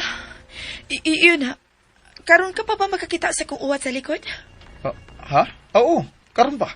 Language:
Cebuano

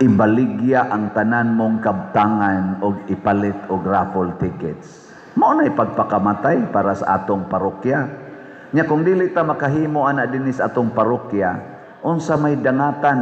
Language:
Cebuano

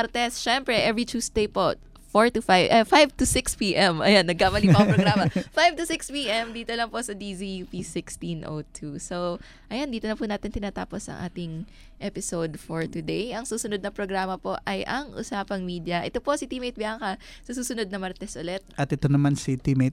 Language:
Filipino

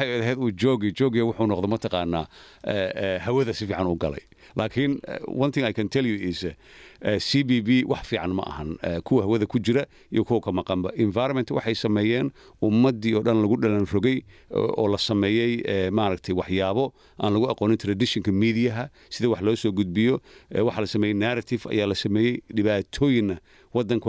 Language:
Somali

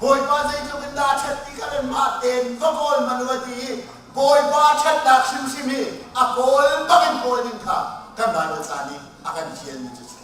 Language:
Hakha Chin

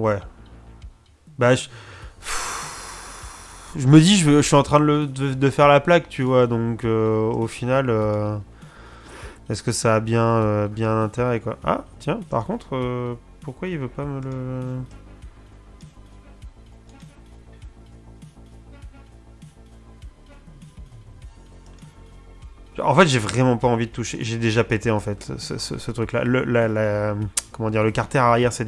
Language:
French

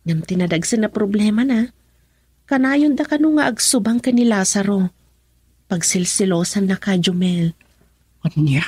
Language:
Iloko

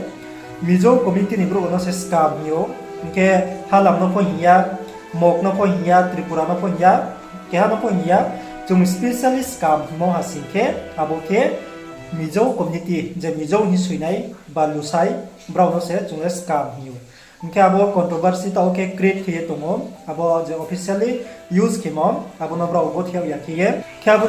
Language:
Riang (India)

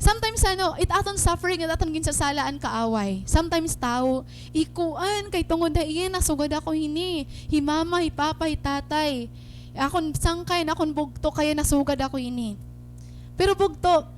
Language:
Waray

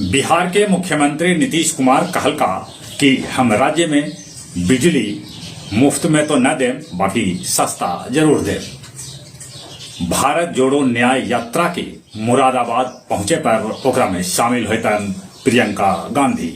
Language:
Magahi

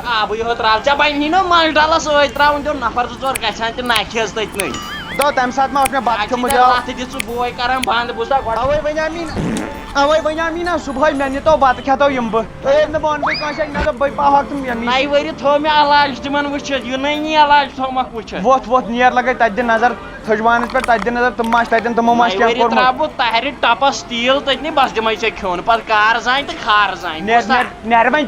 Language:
Kashmiri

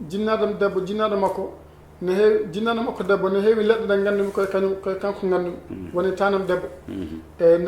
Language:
Fula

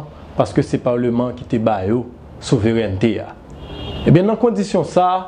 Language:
Haitian Creole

